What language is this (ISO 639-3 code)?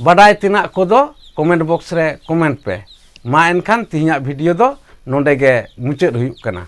sat